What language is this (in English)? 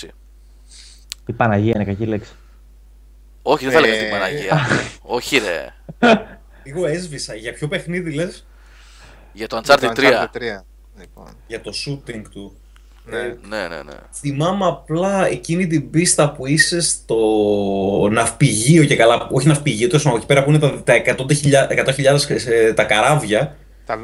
Greek